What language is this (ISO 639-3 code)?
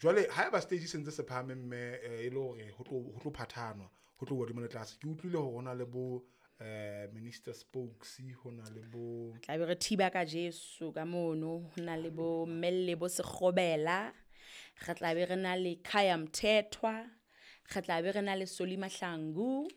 sot